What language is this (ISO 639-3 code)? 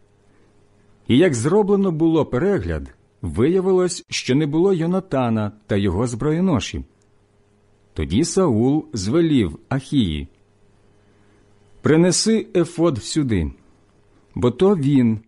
ukr